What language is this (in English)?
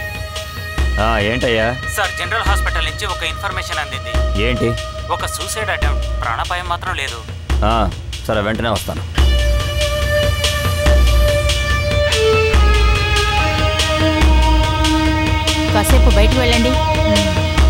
Telugu